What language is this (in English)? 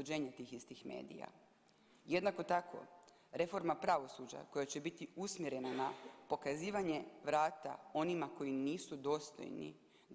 Croatian